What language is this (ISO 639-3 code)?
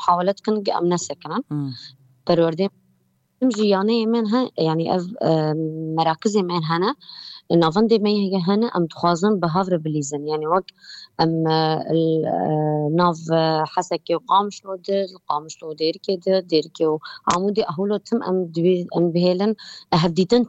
kur